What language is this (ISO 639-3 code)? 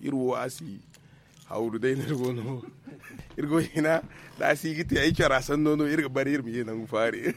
dje